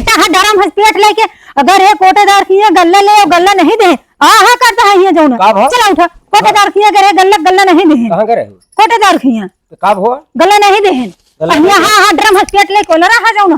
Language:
Awadhi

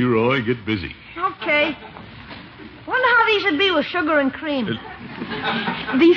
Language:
English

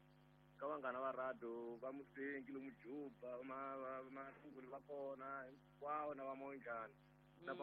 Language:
Tsonga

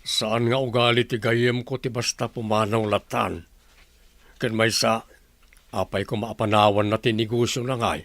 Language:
Iloko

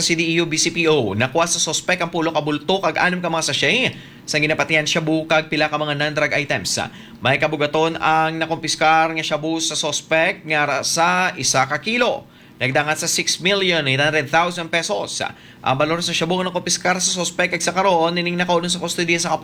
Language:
Hiligaynon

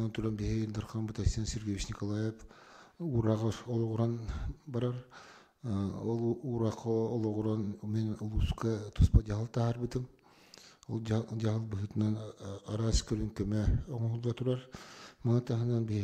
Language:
Yakut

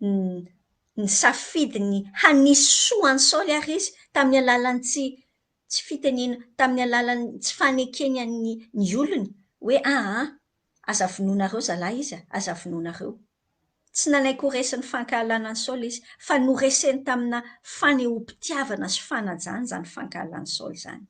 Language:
Malagasy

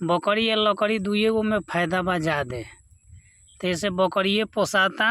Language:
Bhojpuri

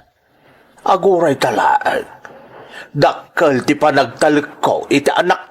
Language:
Iloko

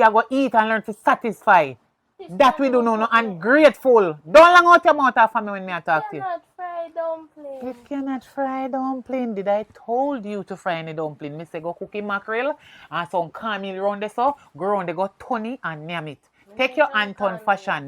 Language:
Jamaican Creole English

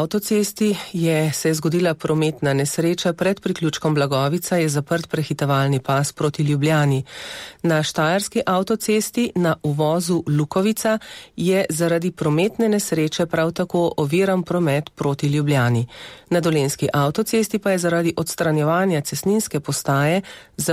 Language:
Slovenian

